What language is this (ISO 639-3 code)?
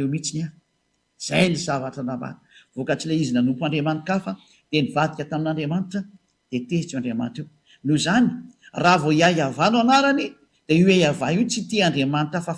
mlg